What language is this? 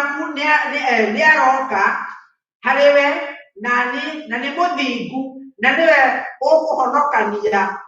Kikuyu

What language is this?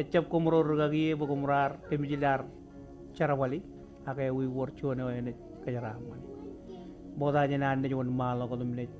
Marshallese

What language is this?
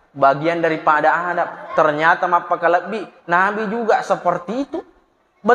Buginese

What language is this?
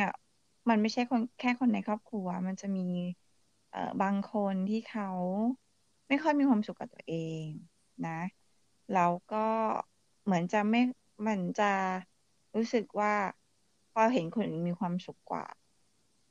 Thai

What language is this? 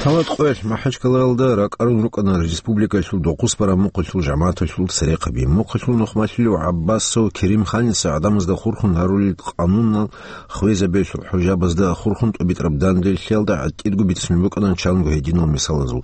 Avaric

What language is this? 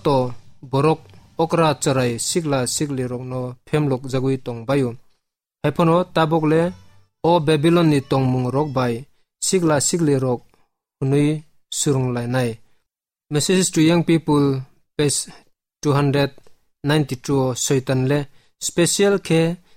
Kok Borok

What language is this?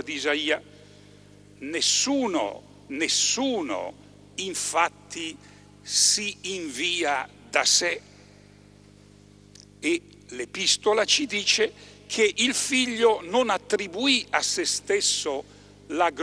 Italian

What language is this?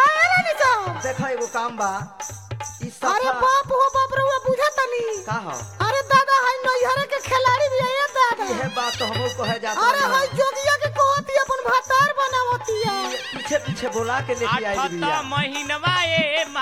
Bhojpuri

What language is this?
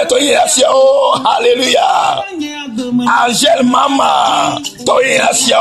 Ewe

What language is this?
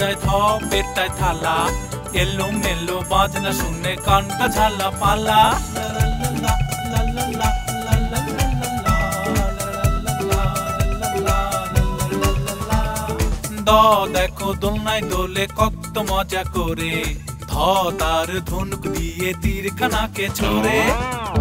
Bangla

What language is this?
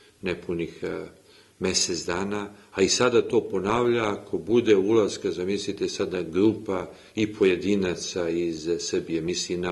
Serbian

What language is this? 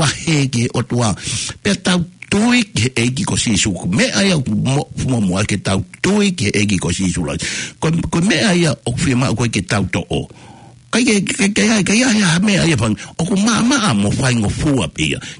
Tongan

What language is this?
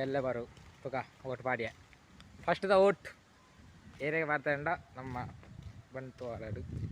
Tulu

